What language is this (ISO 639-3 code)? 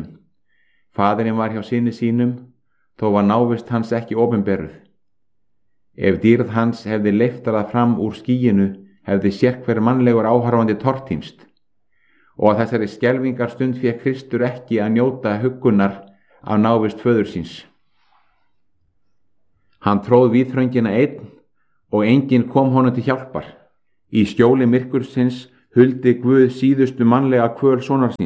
isl